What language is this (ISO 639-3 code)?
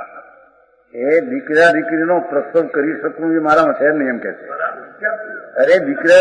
guj